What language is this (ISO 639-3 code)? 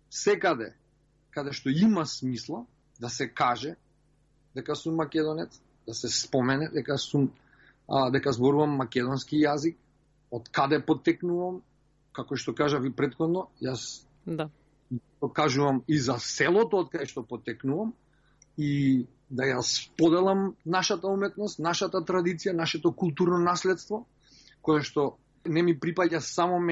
mkd